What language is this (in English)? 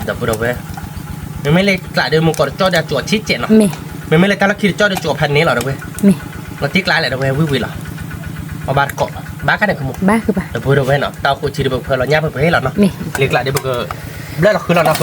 S'gaw Karen